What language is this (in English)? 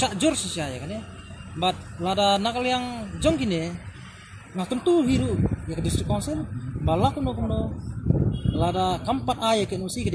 Khasi